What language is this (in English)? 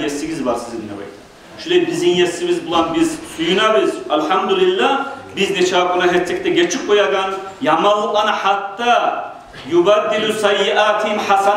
Kumyk